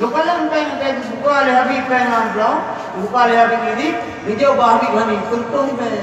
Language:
Achinese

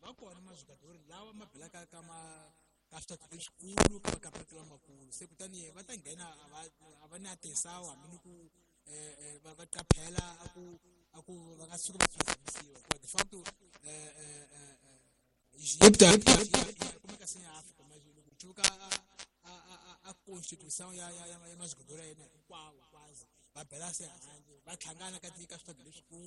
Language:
Tsonga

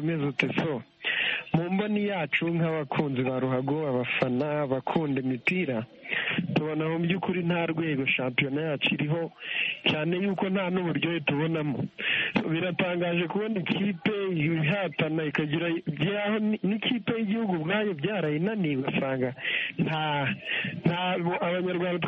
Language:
Kinyarwanda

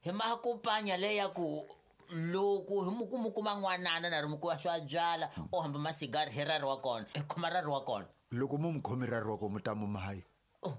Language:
Tsonga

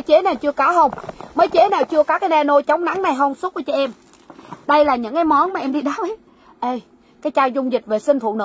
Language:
Vietnamese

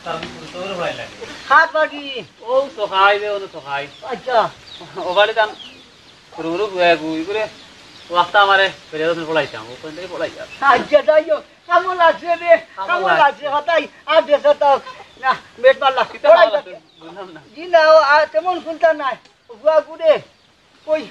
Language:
Sylheti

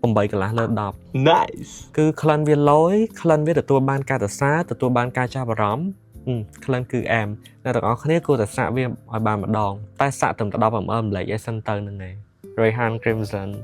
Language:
Khmer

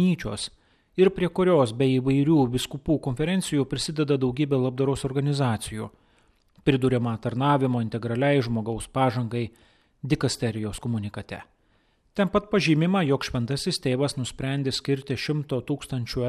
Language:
Lithuanian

